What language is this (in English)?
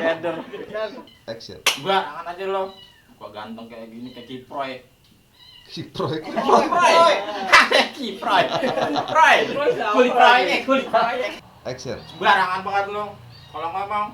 Betawi